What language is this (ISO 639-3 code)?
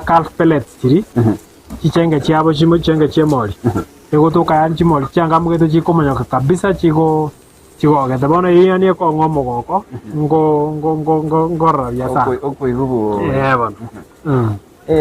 guz